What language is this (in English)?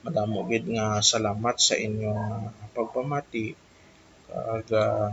Hiligaynon